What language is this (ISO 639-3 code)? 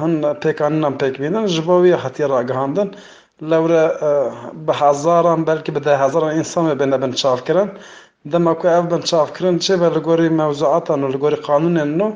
kur